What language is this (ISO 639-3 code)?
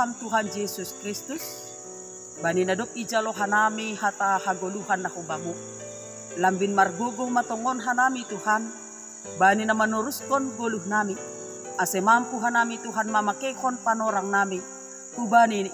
bts